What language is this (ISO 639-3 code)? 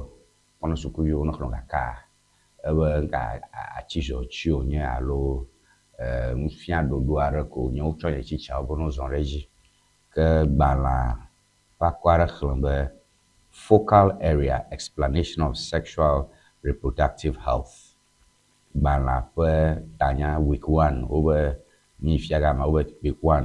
ewe